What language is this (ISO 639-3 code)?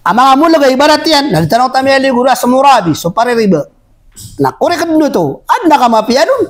mrw